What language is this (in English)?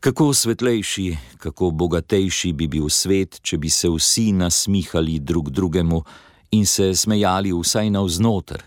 Slovenian